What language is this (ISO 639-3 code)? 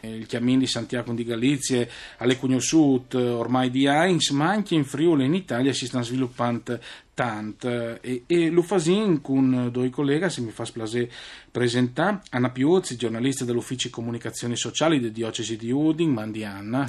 fur